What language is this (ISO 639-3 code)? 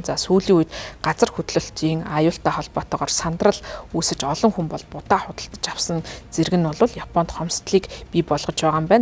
mon